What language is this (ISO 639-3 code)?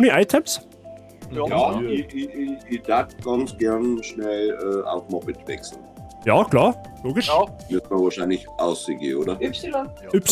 bar